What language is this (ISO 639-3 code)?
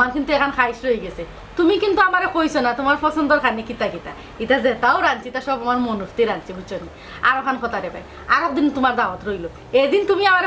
syl